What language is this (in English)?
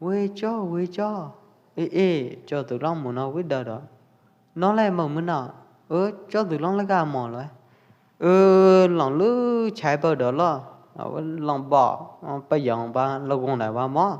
Pwo Eastern Karen